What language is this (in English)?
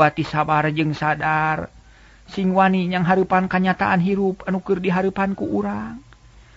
Sundanese